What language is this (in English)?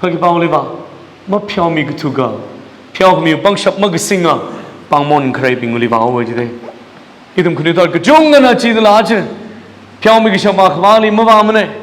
Tangkhul Naga (India)